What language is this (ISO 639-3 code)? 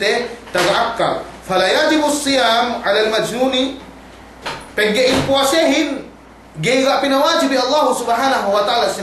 yka